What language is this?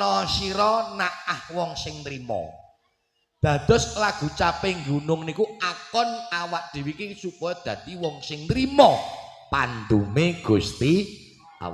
Javanese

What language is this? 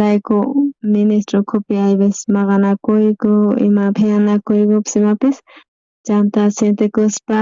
South Bolivian Quechua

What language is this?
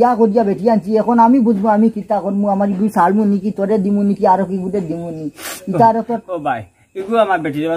Sylheti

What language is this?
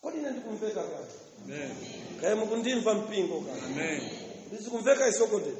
Nyanja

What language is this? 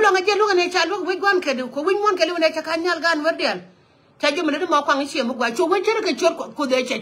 Nuer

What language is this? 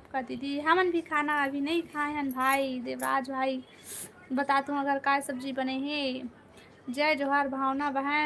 Chhattisgarhi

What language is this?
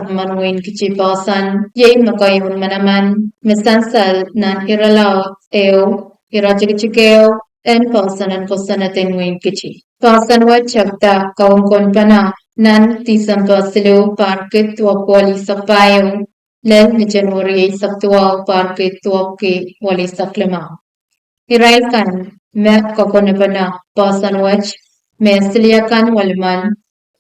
Pohnpeian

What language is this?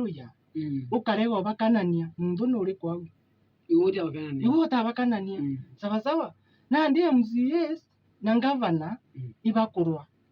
Meru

